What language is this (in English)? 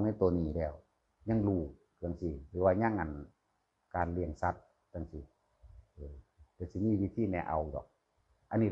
Northeastern Thai